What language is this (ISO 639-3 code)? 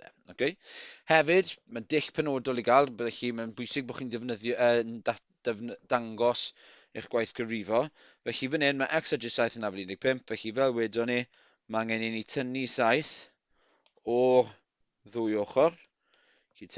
cym